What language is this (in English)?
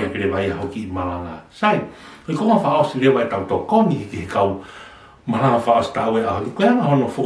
Tongan